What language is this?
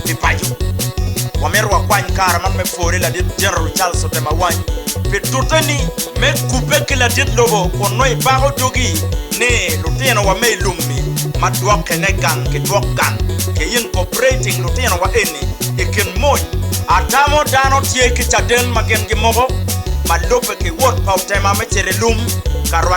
Acoli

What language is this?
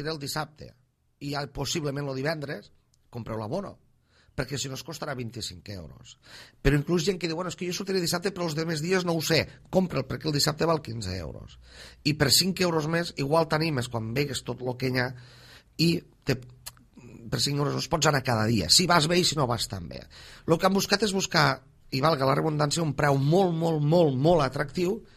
Catalan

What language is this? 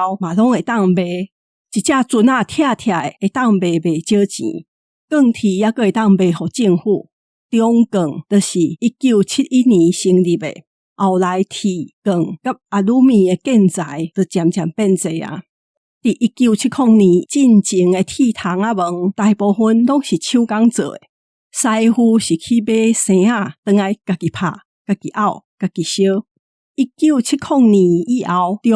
Min Nan Chinese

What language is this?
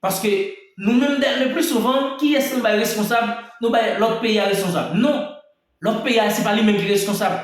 Haitian Creole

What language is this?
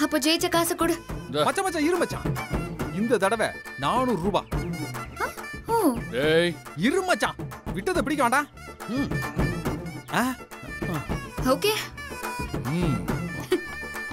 Tamil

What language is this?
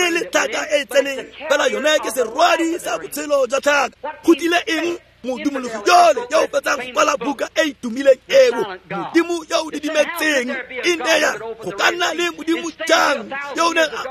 Tswana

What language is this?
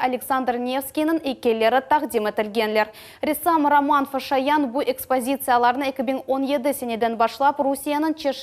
Crimean Tatar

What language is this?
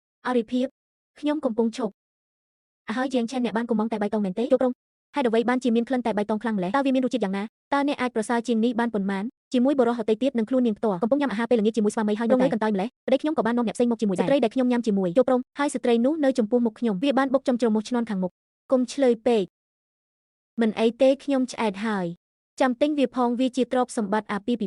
Khmer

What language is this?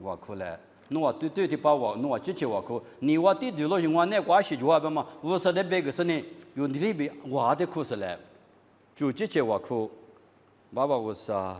Lisu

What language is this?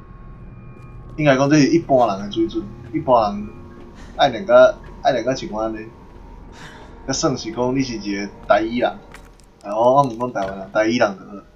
Min Nan Chinese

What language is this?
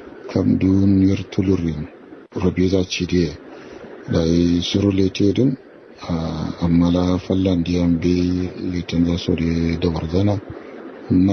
Kanuri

